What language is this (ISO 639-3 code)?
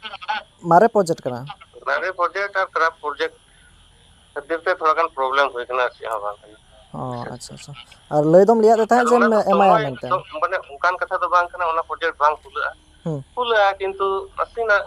sat